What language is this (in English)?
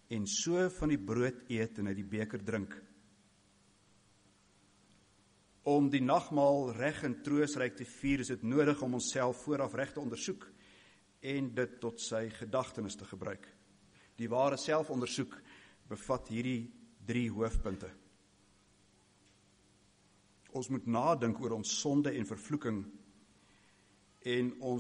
Afrikaans